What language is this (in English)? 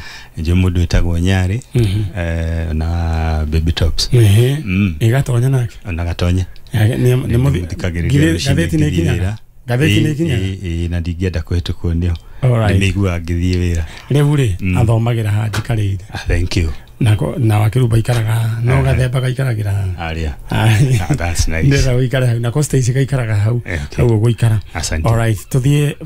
Kikuyu